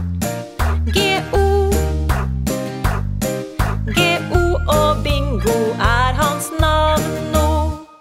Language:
Norwegian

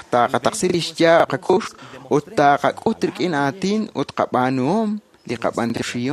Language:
Kekchí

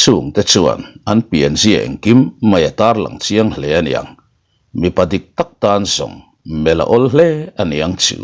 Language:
Mizo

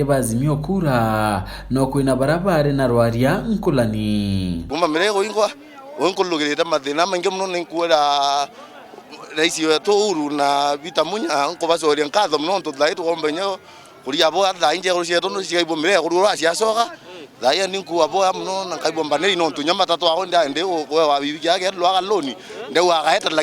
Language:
Meru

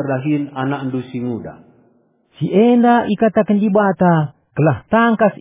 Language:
Batak Karo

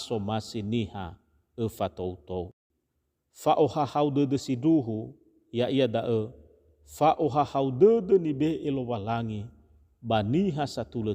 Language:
Nias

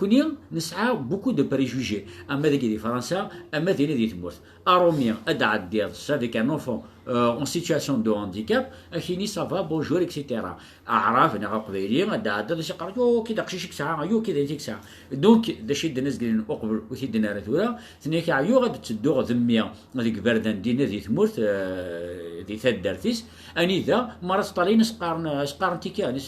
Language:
Kabyle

